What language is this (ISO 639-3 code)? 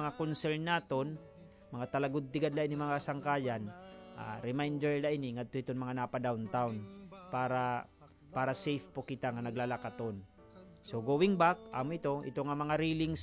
war